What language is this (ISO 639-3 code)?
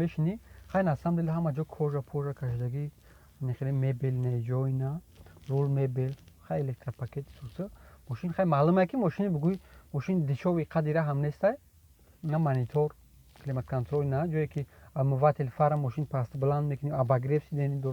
tgk